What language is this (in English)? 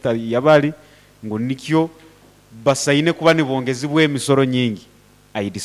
Nyoro